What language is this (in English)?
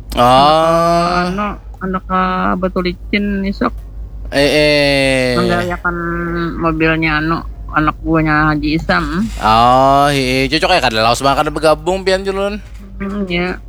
Banjar